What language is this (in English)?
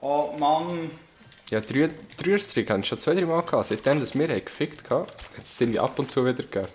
Swiss German